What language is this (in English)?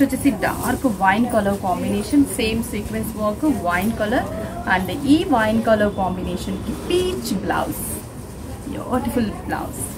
Telugu